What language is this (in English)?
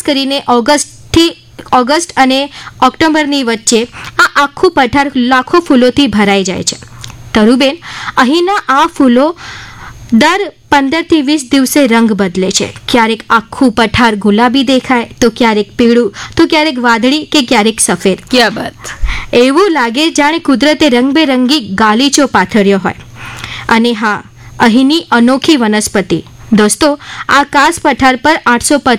Gujarati